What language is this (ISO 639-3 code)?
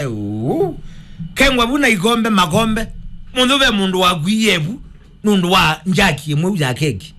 kam